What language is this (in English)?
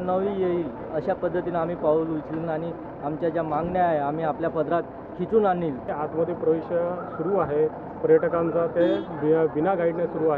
Marathi